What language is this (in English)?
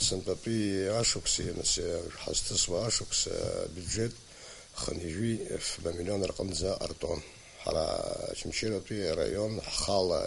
Abkhazian